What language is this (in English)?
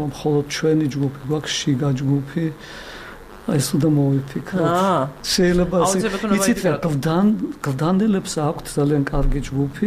Georgian